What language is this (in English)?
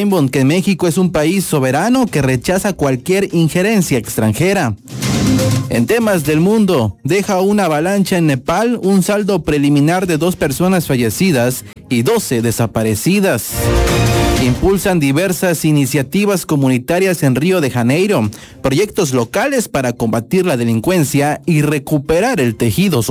Spanish